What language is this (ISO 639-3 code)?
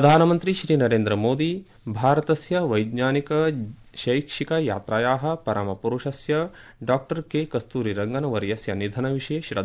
san